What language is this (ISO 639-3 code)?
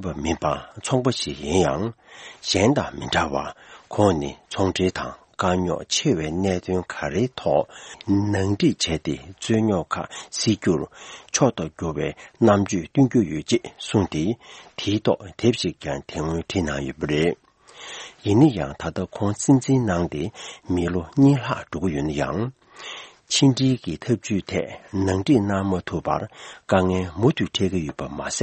bod